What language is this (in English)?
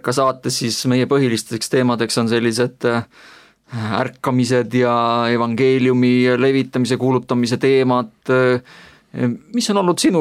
Estonian